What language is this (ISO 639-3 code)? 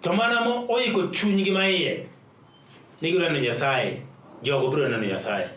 luo